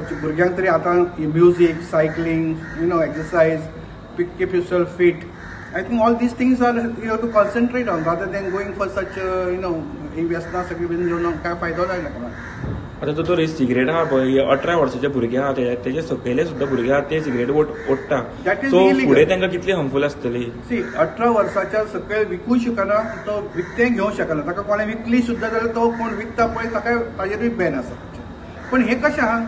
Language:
Konkani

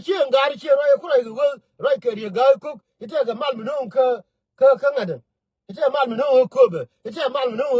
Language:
Nuer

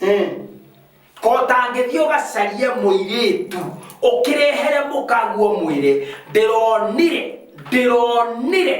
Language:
Kikuyu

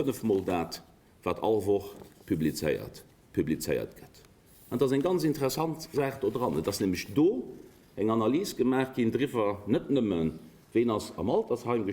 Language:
Luxembourgish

